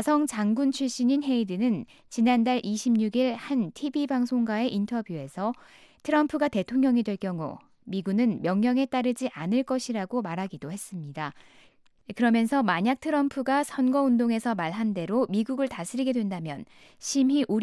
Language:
Korean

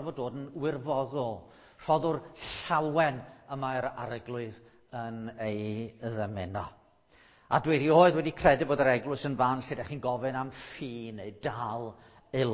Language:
Welsh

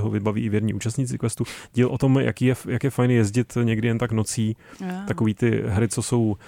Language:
Czech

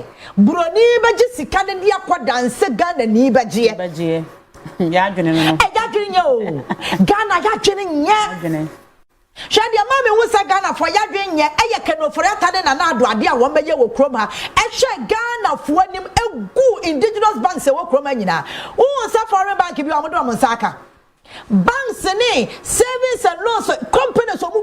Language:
Akan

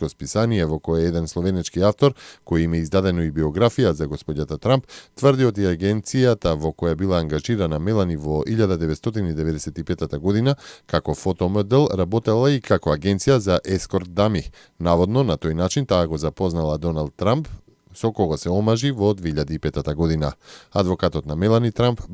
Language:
Macedonian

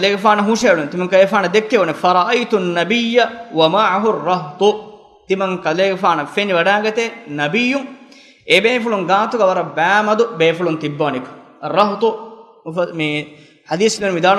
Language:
Divehi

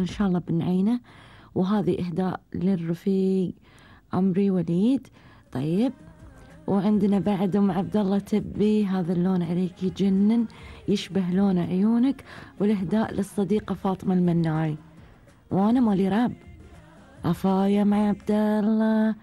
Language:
Gulf Arabic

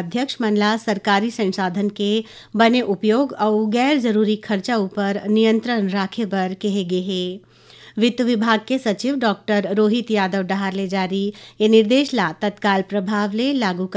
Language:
Chhattisgarhi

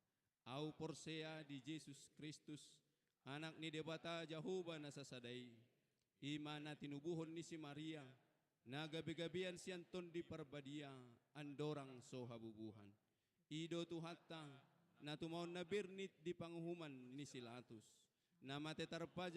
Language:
Batak Toba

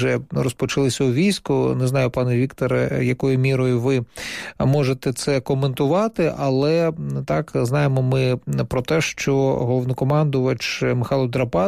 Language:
Ukrainian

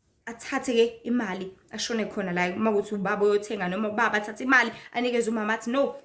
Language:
Zulu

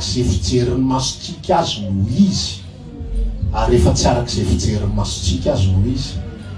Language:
Malagasy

